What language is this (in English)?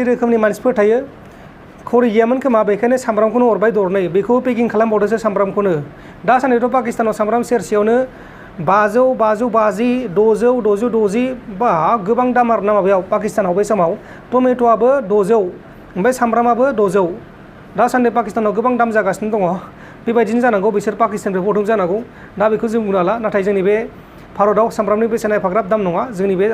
Bodo